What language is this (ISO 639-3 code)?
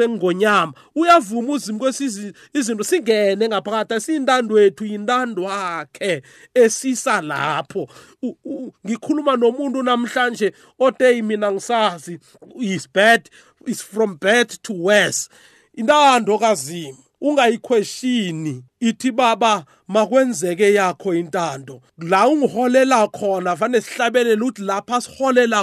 nbl